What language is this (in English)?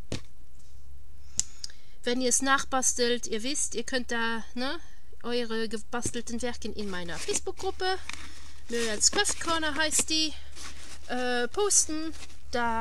German